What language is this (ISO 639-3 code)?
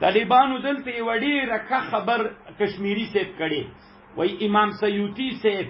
pus